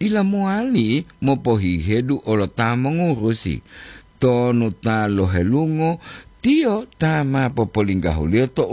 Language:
Gorontalo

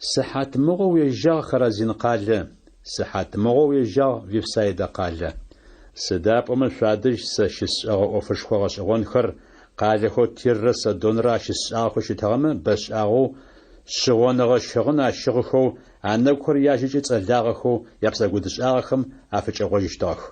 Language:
Adyghe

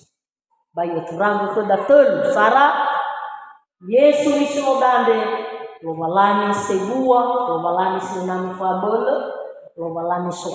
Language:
Nias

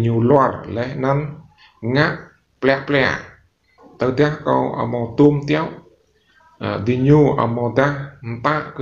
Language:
Rade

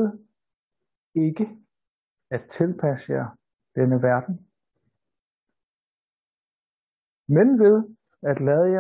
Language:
Danish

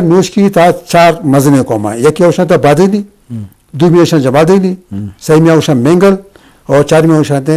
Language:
Eastern Balochi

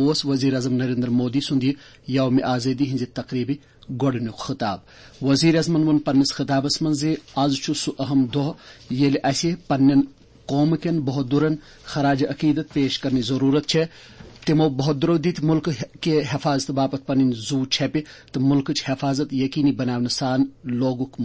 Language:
Kashmiri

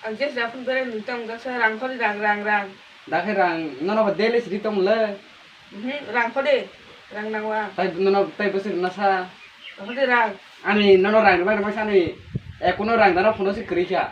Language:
Kok Borok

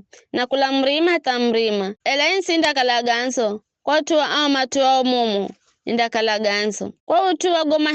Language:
Giryama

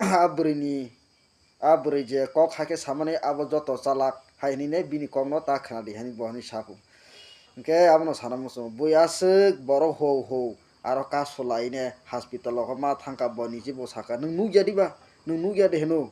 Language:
Kok Borok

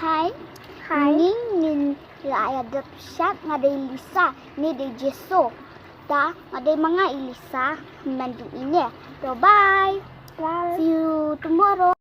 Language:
Khasi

